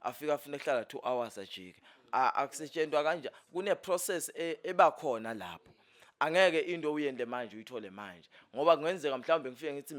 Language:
Zulu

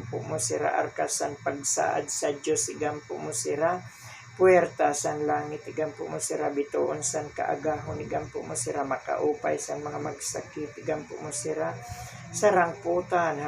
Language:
Waray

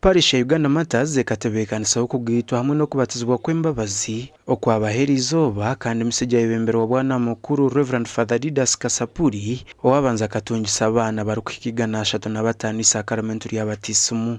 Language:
Nyankole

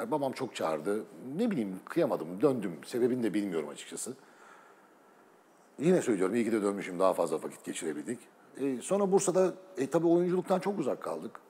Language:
Turkish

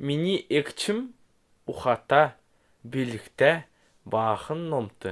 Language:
Kalmyk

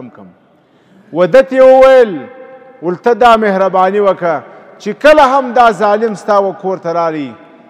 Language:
Pashto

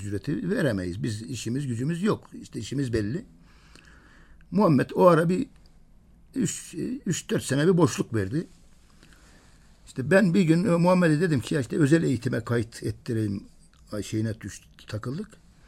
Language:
Turkish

